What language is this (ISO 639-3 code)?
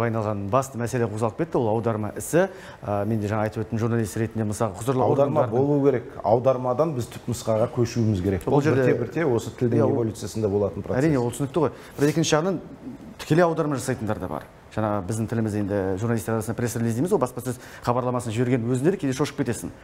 kaz